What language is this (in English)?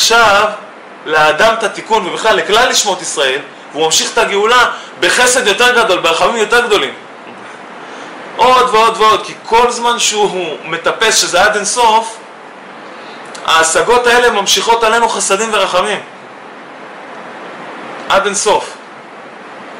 Hebrew